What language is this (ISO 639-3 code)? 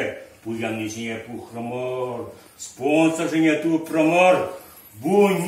chv